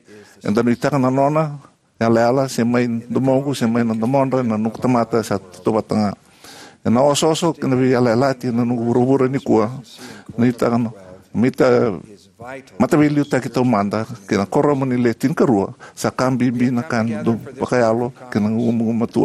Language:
Fijian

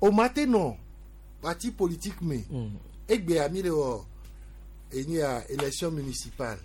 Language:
Gen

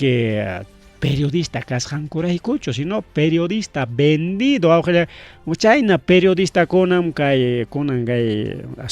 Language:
Ayacucho Quechua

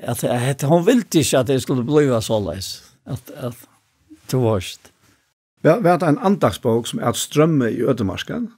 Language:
Faroese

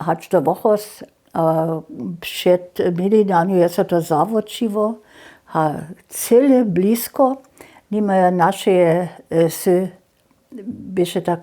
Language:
Upper Sorbian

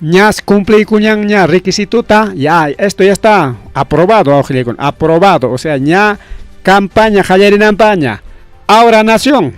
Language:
Ayacucho Quechua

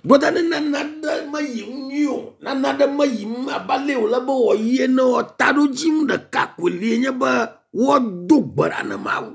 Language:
Ewe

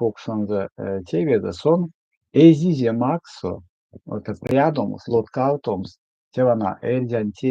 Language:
Erzya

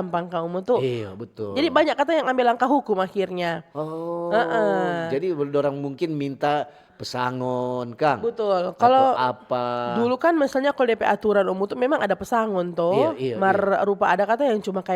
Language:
Manado Malay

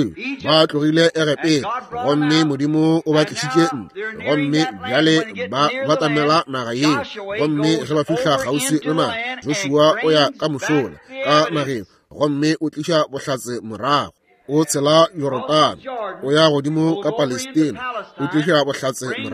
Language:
Northern Sotho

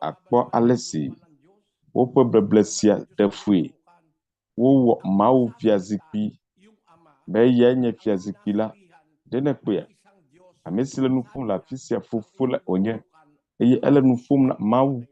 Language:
Ewe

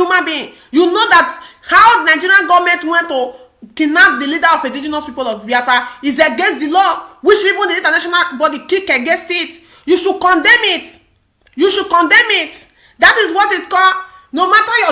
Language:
Nigerian Pidgin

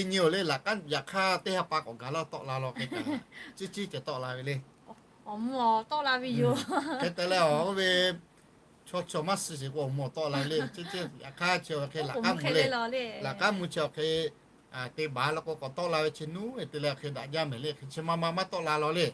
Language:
Lahu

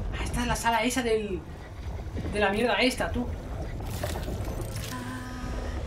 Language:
Spanish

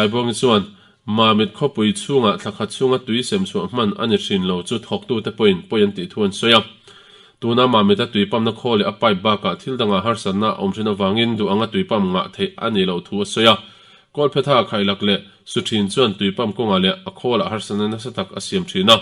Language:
Mizo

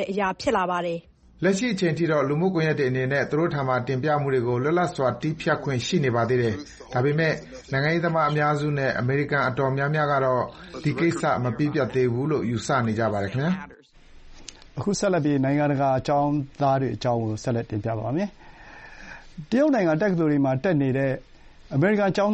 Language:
Burmese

